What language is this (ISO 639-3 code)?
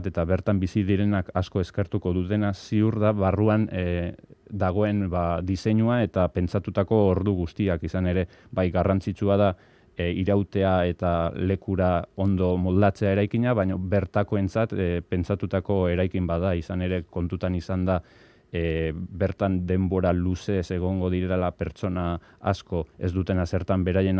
eus